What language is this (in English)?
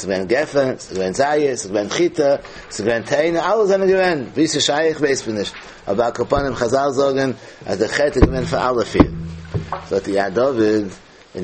Yiddish